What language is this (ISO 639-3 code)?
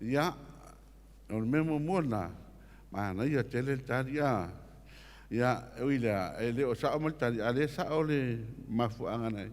smo